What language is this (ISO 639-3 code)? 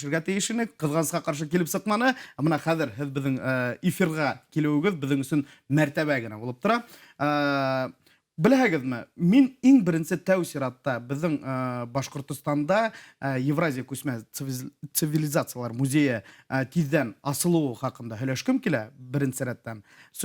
bak